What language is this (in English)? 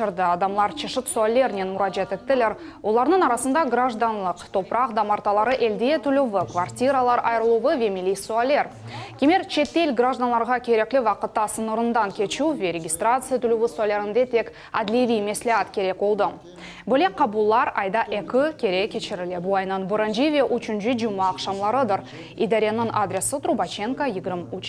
Crimean Tatar